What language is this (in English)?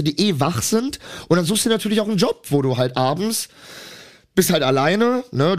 German